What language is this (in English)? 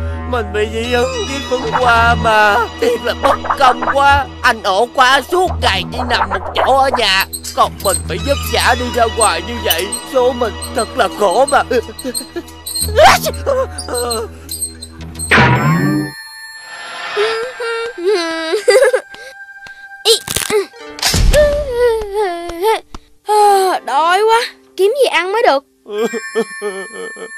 Vietnamese